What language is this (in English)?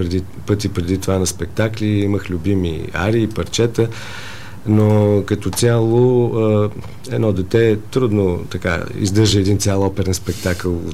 Bulgarian